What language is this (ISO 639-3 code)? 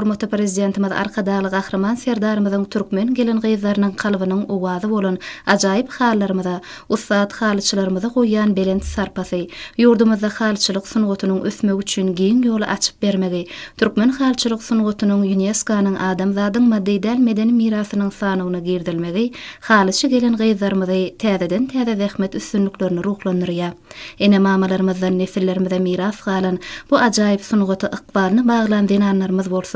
tuk